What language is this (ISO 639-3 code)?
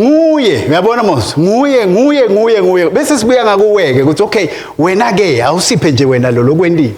ssw